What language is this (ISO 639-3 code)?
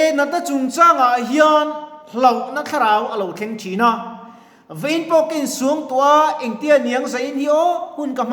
lus